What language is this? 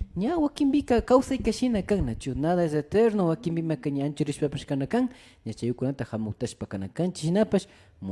Imbabura Highland Quichua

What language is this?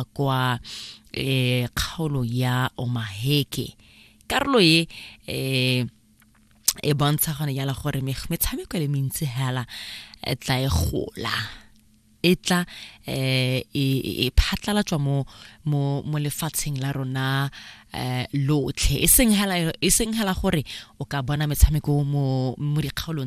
Tswana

